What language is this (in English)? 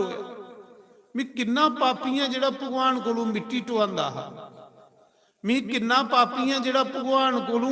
Dogri